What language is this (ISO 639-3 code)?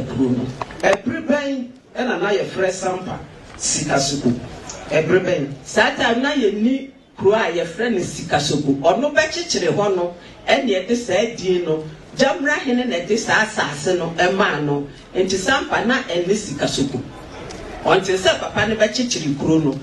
aka